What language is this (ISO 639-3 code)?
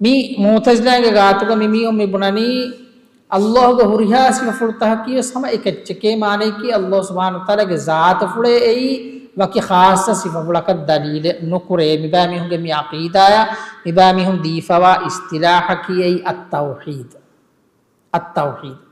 div